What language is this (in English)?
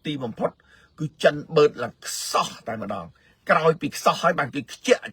Khmer